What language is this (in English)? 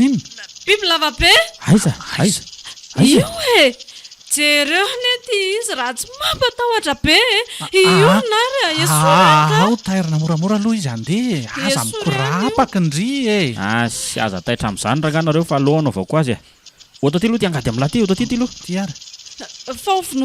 Malagasy